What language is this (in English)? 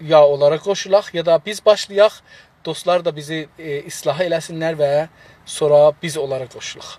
South Azerbaijani